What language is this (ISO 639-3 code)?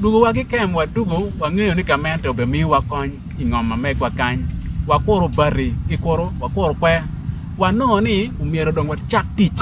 ach